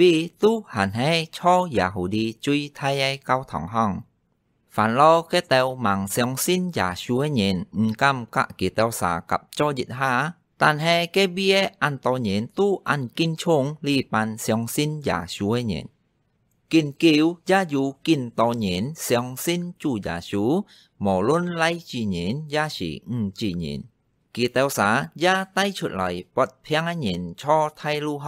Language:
Hakka Chinese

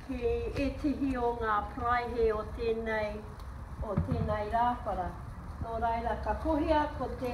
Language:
Māori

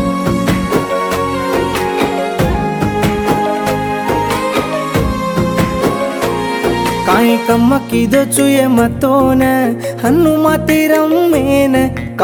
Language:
Lambadi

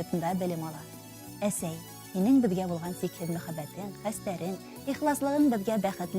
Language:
Bashkir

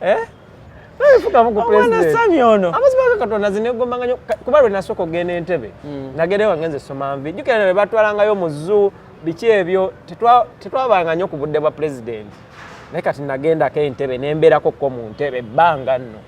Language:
Ganda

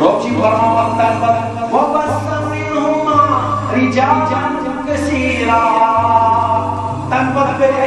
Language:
Kashmiri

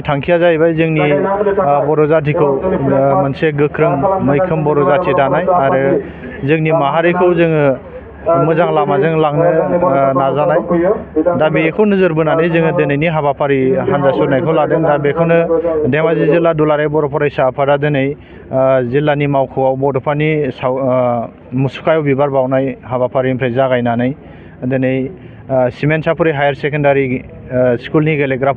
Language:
Bodo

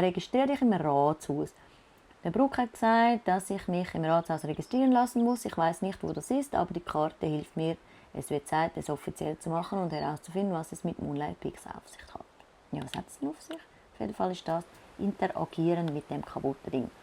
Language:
Swiss German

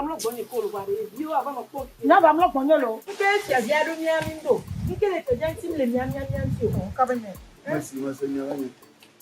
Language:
Ewe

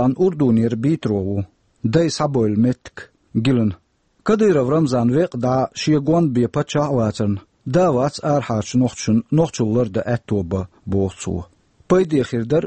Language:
Chechen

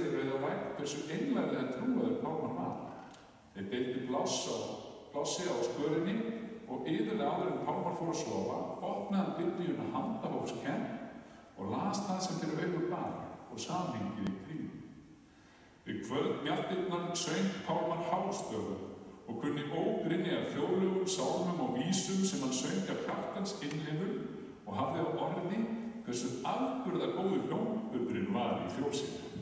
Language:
Icelandic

